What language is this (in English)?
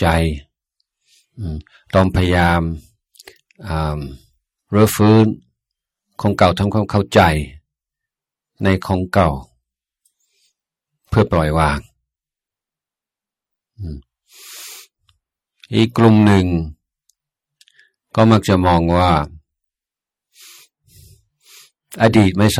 Thai